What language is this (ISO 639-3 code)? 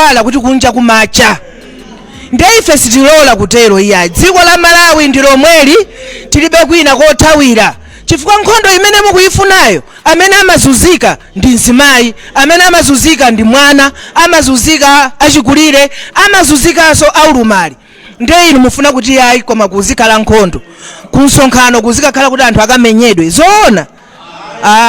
nya